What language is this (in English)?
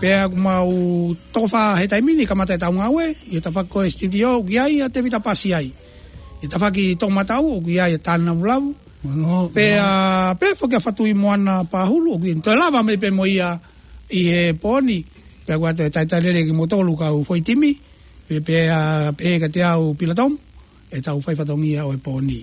Tongan